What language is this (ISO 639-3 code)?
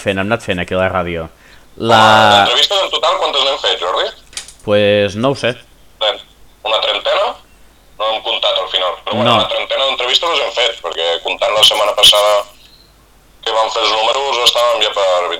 cat